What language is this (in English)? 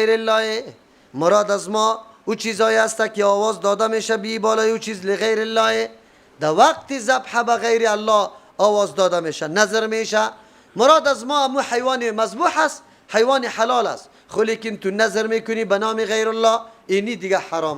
Persian